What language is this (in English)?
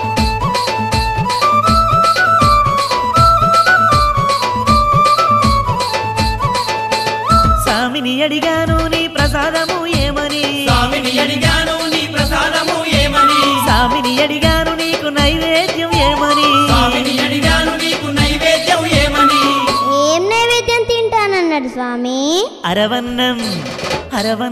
Telugu